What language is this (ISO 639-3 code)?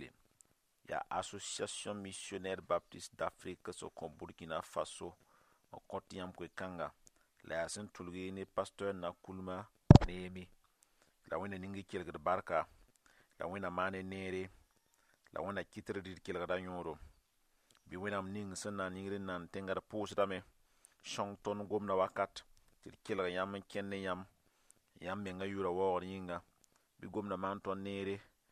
mos